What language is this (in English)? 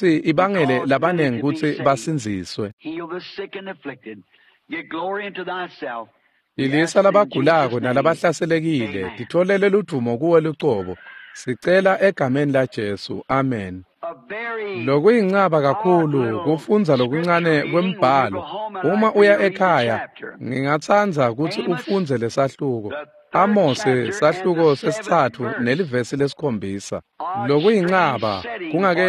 Swati